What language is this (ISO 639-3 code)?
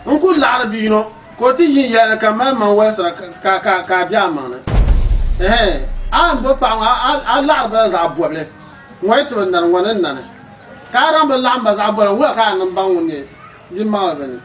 dag